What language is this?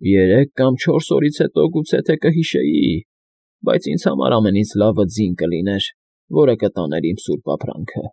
Armenian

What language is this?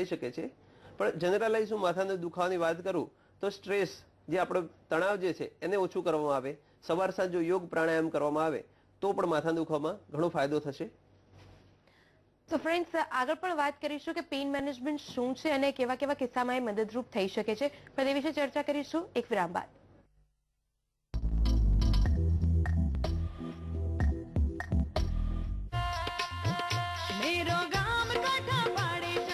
Gujarati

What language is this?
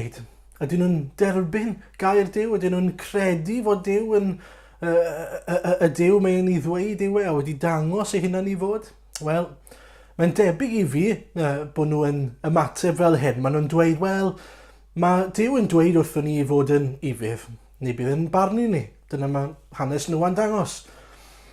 Welsh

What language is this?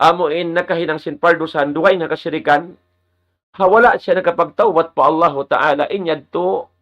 Tausug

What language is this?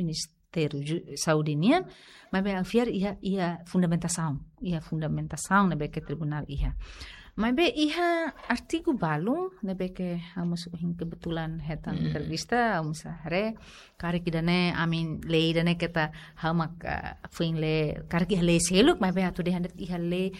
Tetum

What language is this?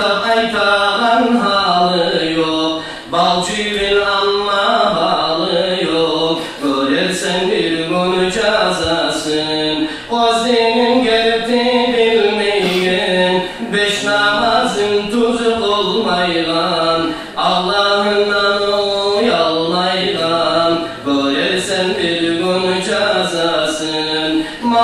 Kumyk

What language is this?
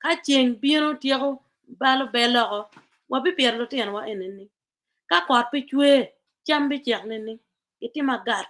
Acoli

